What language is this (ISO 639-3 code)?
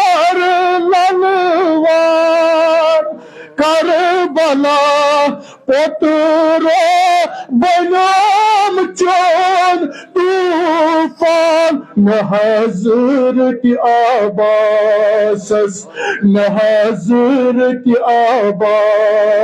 kas